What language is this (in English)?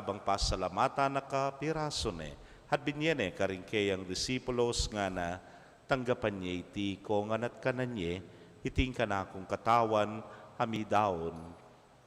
Pampanga